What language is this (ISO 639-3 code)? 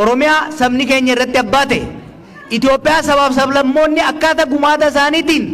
orm